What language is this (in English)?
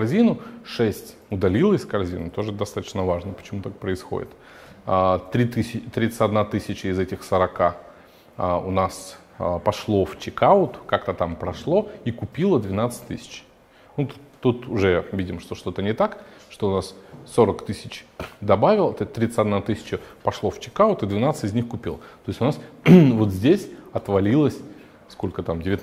Russian